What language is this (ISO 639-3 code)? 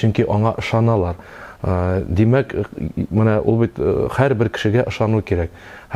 tat